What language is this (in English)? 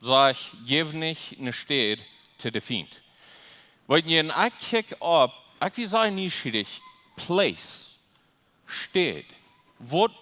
Plautdietsch